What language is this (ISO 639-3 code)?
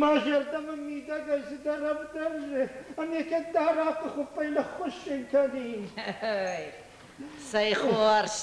oss